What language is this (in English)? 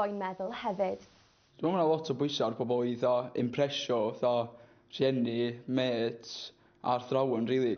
Welsh